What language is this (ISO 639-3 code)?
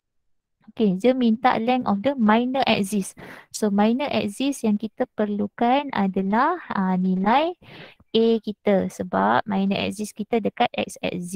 msa